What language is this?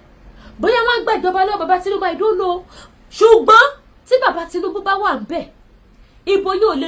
Yoruba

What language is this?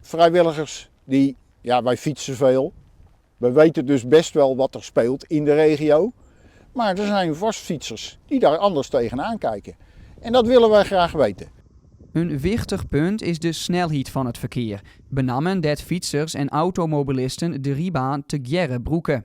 Western Frisian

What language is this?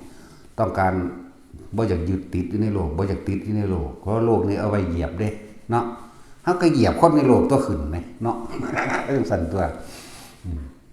Northeastern Thai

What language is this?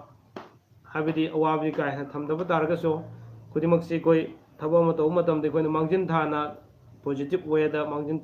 Manipuri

